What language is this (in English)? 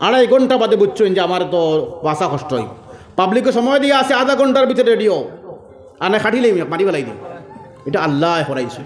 Sylheti